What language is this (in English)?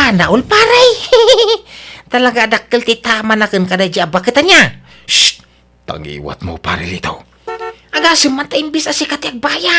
Iloko